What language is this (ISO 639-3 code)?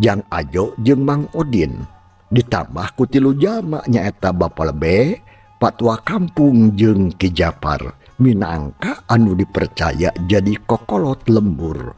sun